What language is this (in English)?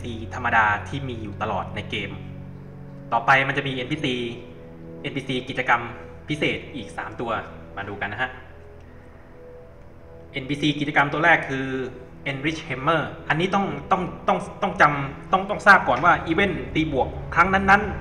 Thai